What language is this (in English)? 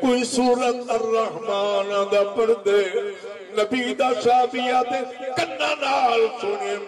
Saraiki